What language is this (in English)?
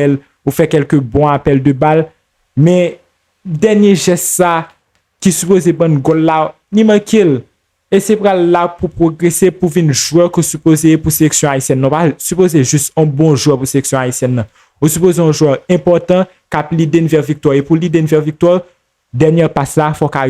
Haitian Creole